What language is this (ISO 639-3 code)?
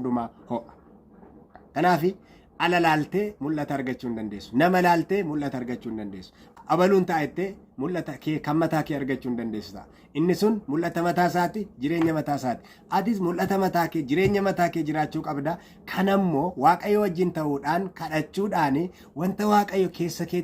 orm